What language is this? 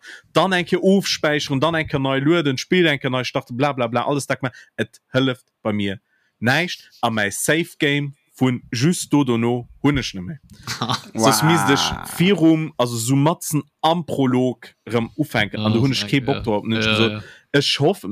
Luxembourgish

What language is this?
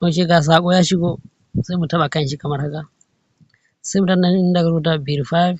Hausa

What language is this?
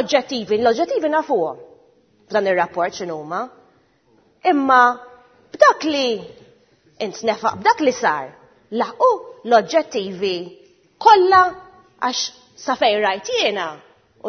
Maltese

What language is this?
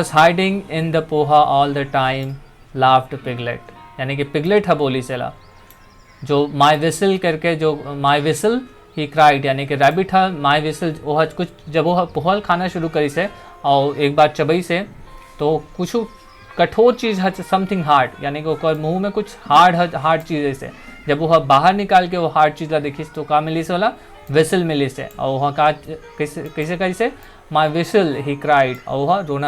Chhattisgarhi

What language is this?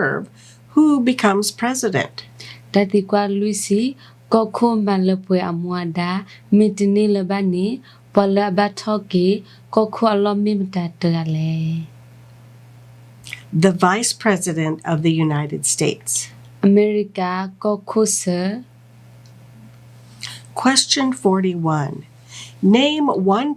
S'gaw Karen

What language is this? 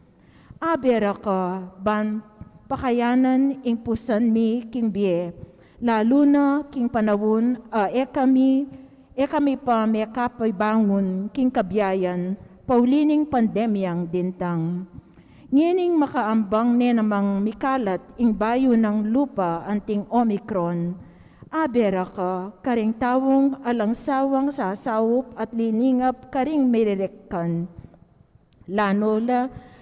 Pampanga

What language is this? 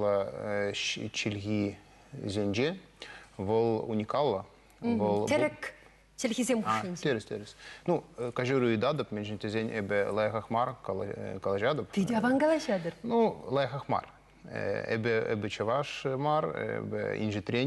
Chuvash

